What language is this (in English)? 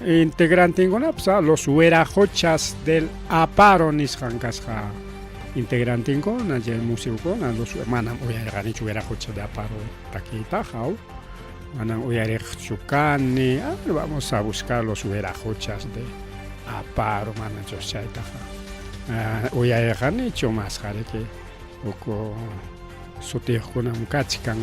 Ayacucho Quechua